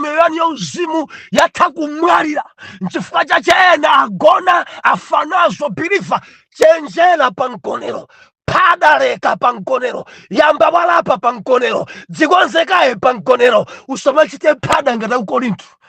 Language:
Nyanja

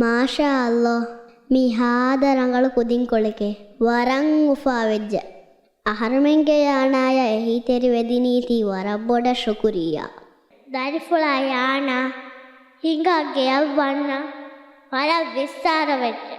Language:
Divehi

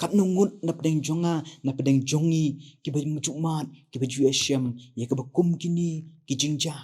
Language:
Khasi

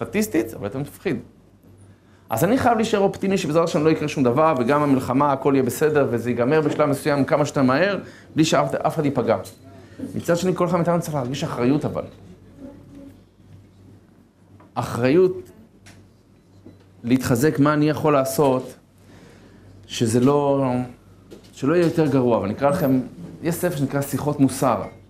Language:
Hebrew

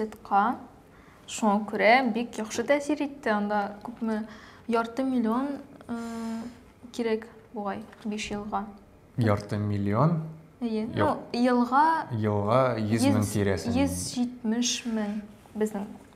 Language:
Tatar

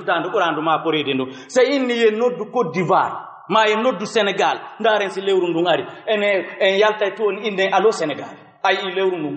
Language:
Fula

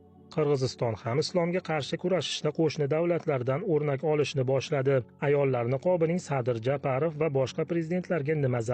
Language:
Uzbek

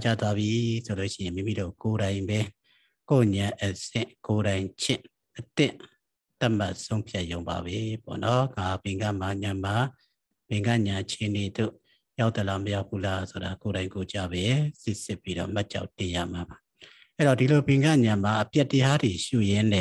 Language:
Burmese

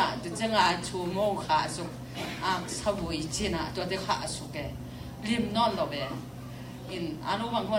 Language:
Tedim Chin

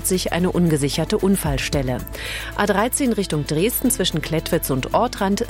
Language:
German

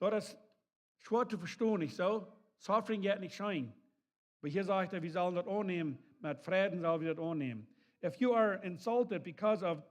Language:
Plautdietsch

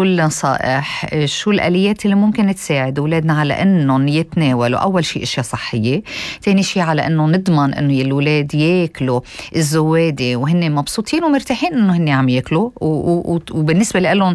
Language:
North Levantine Arabic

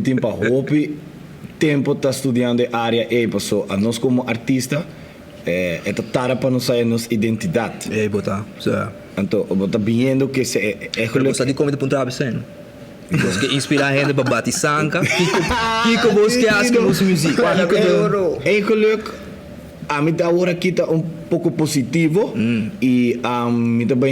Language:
Papiamento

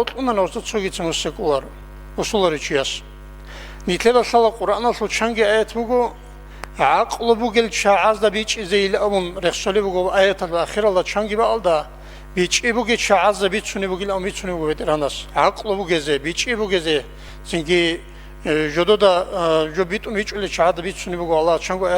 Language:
Avaric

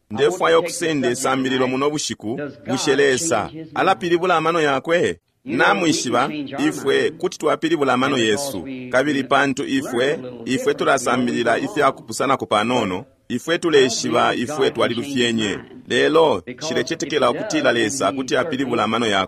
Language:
Bemba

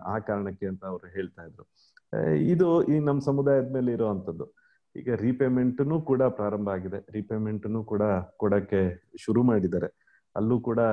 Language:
Kannada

